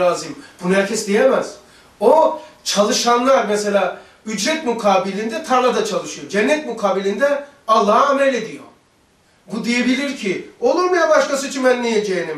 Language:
Turkish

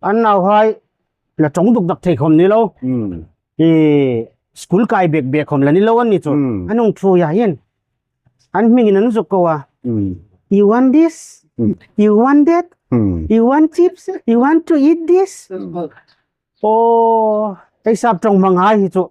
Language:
Hmar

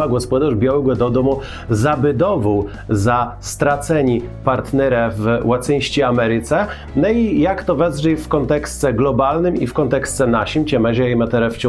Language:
Kashubian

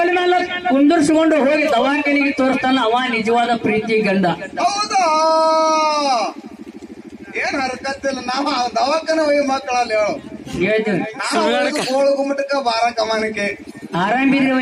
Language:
Kannada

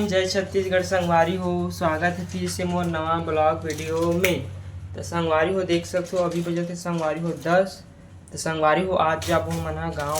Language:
Chhattisgarhi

